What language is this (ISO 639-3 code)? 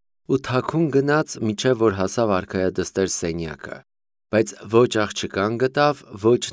hye